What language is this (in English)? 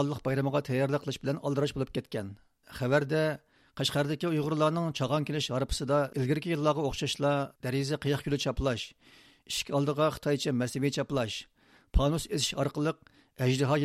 Uyghur